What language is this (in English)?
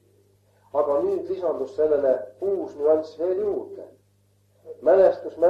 Estonian